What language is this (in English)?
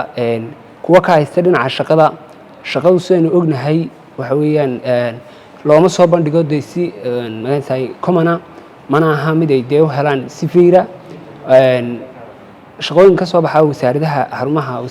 Somali